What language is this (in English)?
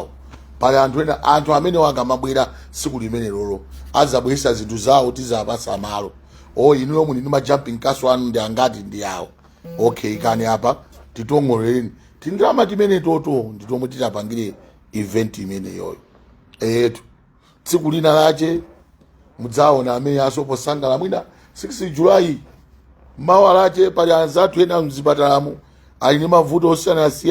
Nyanja